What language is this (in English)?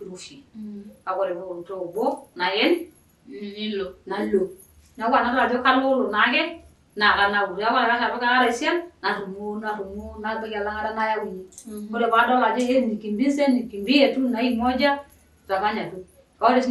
Masai